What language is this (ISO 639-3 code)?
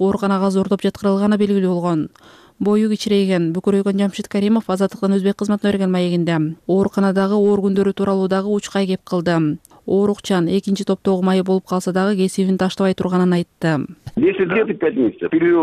kir